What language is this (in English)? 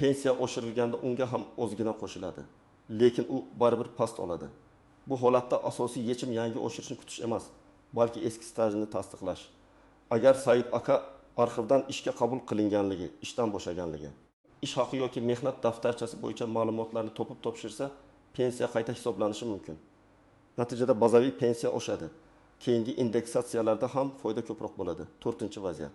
Uzbek